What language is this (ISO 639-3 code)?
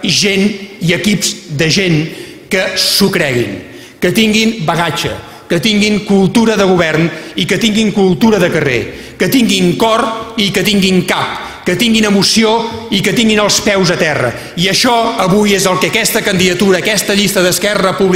cat